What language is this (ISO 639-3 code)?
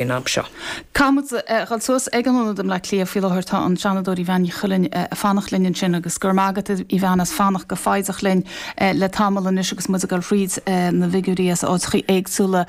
gle